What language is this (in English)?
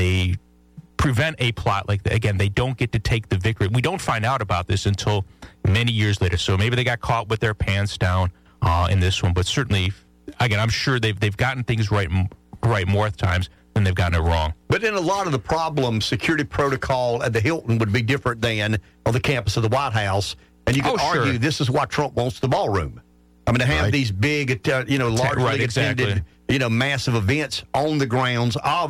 English